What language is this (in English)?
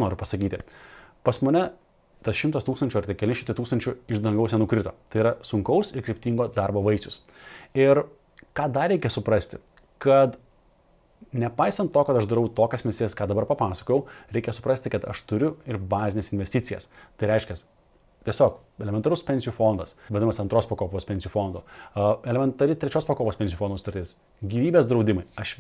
Lithuanian